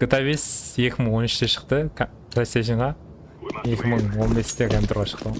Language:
Kara-Kalpak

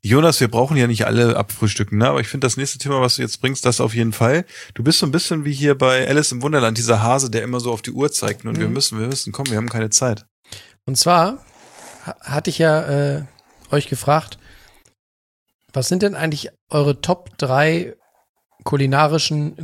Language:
German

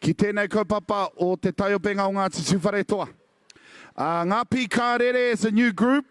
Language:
Māori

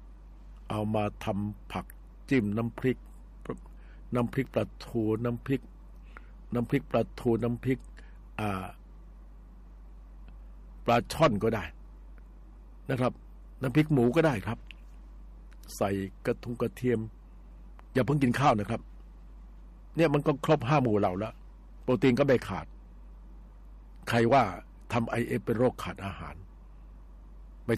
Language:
Thai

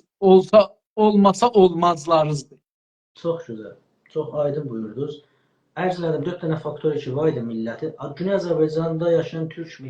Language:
South Azerbaijani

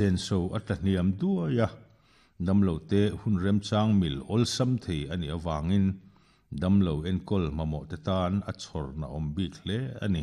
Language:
Mizo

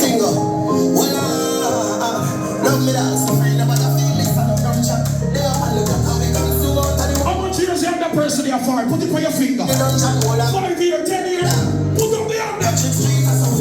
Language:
Jamaican Creole English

